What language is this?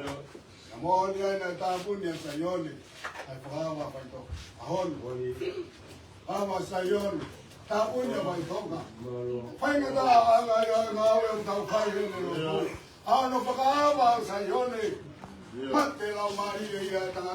Tongan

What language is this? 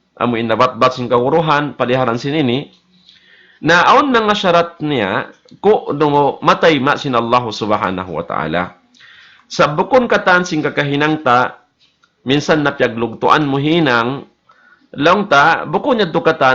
Tausug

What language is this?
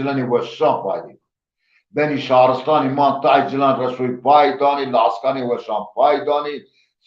Zaza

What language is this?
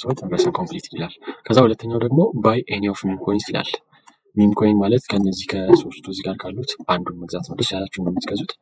Amharic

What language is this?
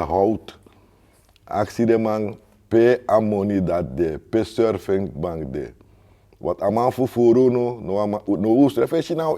Sranan Tongo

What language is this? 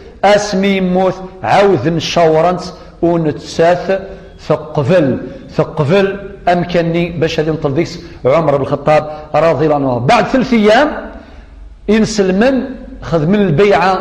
Kabyle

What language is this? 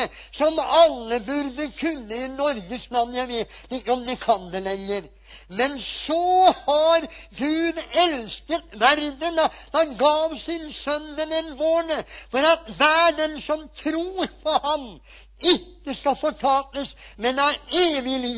Norwegian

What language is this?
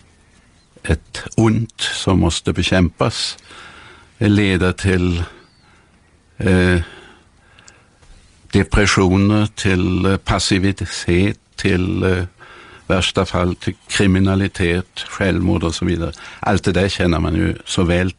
Swedish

